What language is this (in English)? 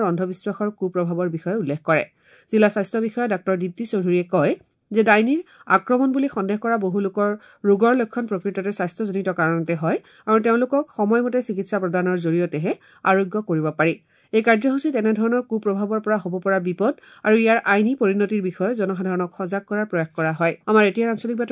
Assamese